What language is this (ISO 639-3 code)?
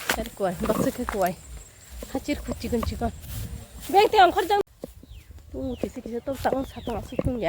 trp